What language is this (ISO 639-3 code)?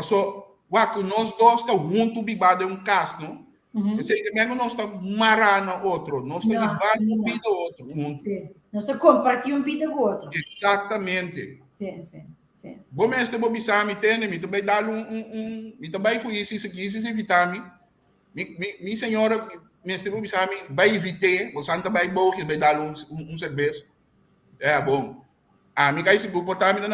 pap